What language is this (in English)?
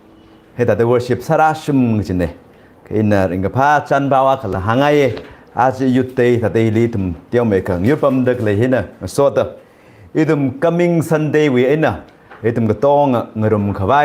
Tangkhul Naga (India)